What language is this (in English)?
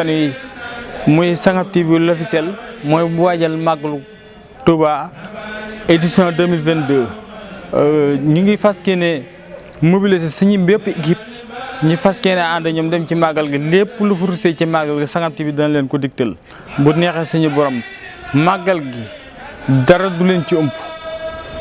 Wolof